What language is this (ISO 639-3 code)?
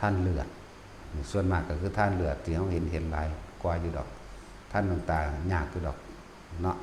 tts